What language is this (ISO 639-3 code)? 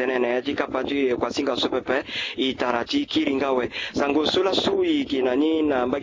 sag